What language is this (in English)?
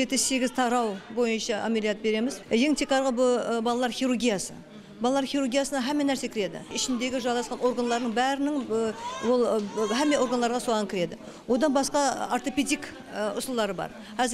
Kara-Kalpak